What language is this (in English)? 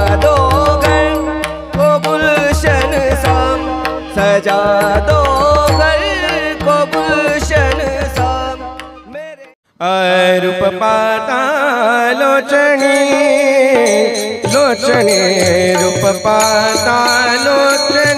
Marathi